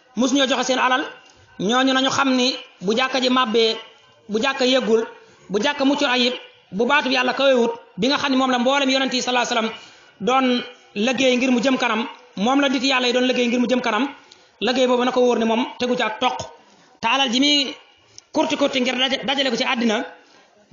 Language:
Wolof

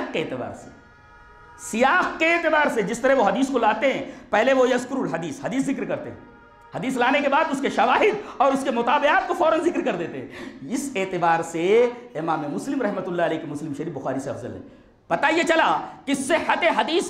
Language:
Urdu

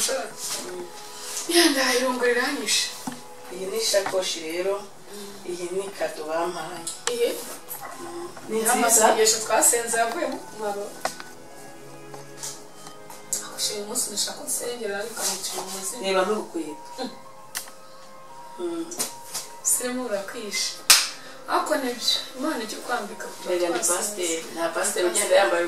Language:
Kinyarwanda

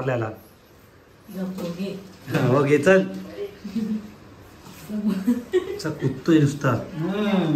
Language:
Marathi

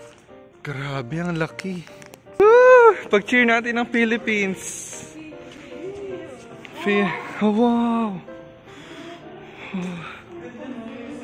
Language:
Filipino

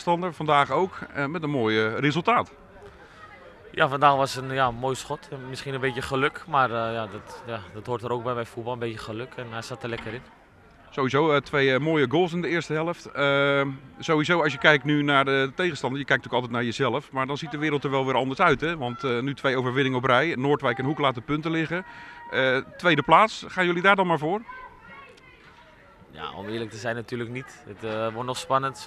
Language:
Dutch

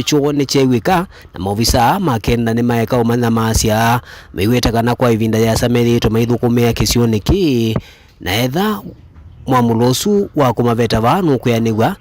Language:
Kamba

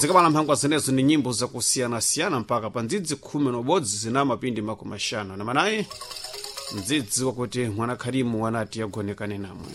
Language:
Sena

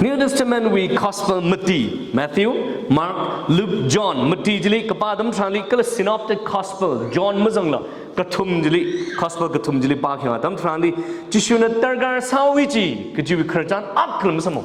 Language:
Tangkhul Naga (India)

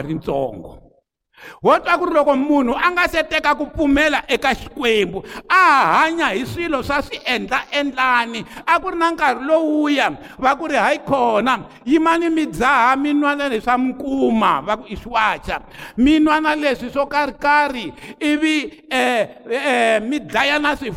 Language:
Tsonga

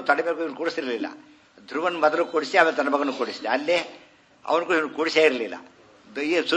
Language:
Kannada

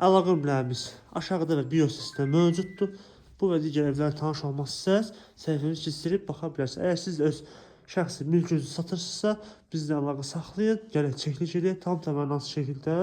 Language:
Azerbaijani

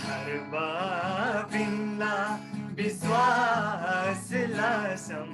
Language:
Eastern Tamang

